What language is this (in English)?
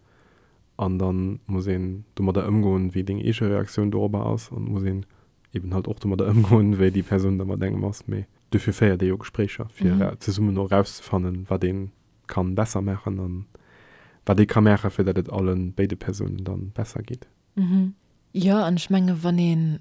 Luxembourgish